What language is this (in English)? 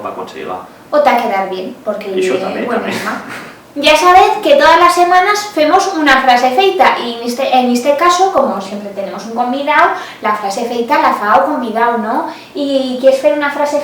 Aragonese